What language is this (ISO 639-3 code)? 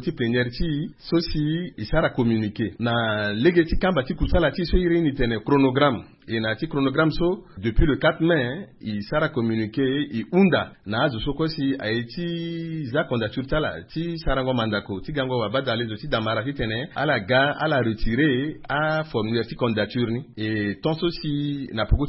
sag